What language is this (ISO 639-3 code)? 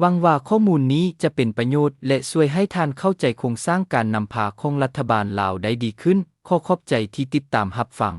lao